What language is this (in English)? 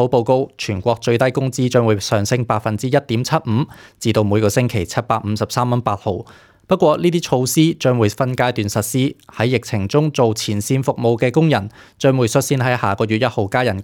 Cantonese